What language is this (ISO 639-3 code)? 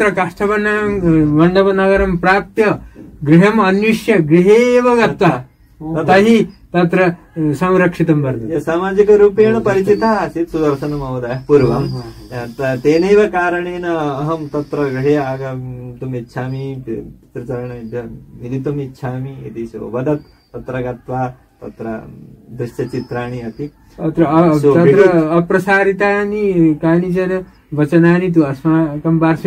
san